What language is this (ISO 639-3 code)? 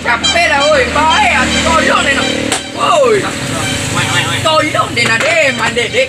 min